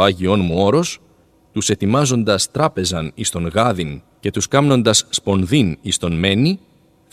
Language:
Greek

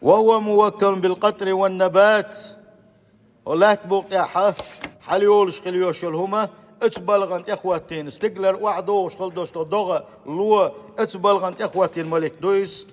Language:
Chechen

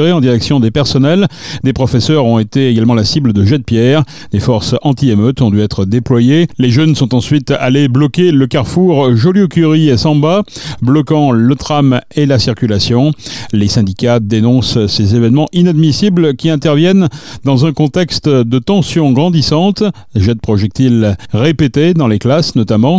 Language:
French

